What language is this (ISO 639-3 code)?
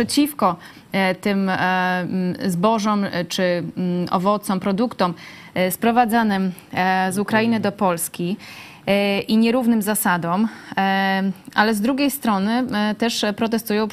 pol